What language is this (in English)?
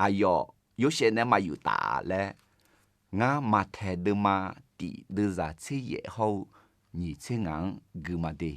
Akha